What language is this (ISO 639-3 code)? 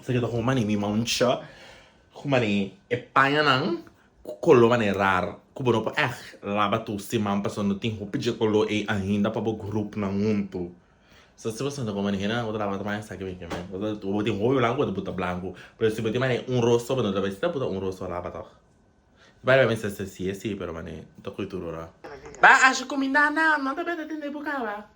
pap